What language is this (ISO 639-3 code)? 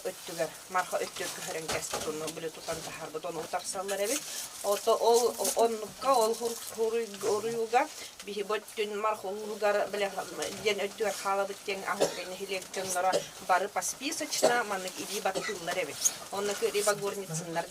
sah